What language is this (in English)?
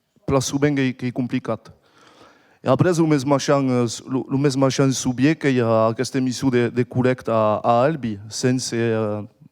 Occitan